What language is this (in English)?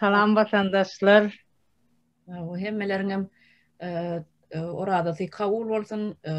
Turkmen